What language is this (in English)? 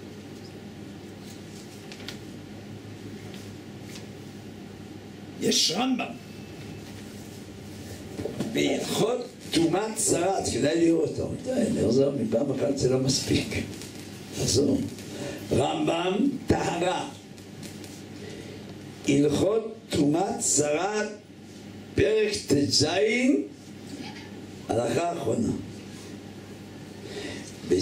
Hebrew